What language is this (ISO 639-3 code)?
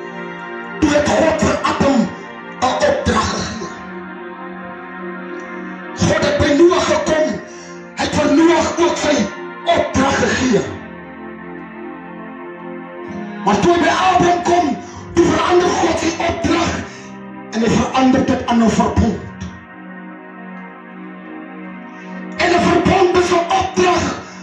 afr